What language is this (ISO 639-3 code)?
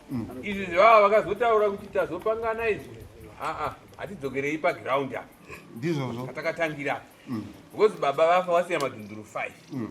sna